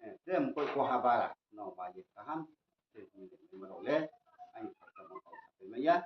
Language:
Riang (India)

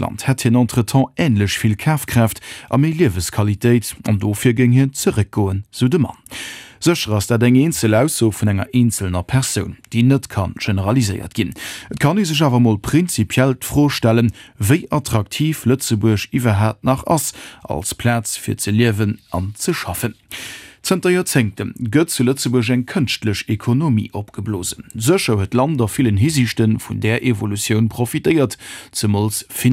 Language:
Luxembourgish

